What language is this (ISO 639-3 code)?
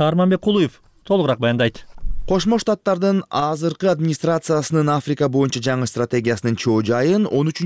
kir